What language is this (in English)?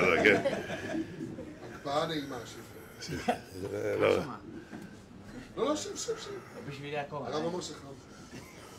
Hebrew